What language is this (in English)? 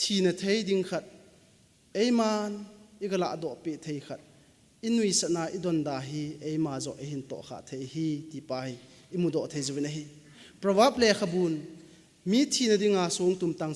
Thado Chin